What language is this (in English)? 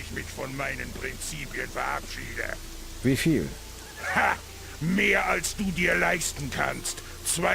Bavarian